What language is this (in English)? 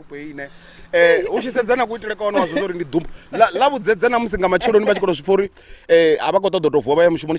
Venda